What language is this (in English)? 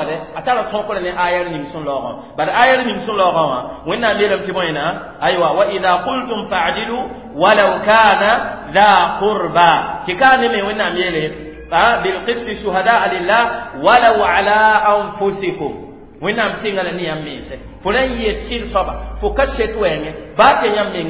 Mossi